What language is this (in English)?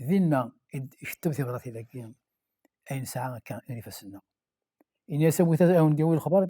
Kabyle